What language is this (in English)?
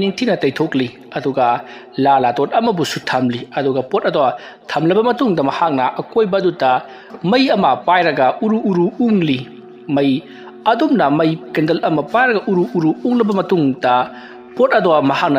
Manipuri